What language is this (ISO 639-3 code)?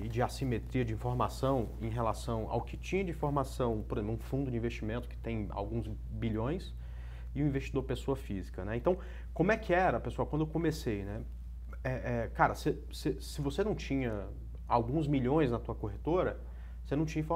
por